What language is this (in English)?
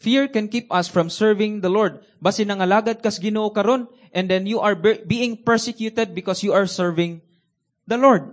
Cebuano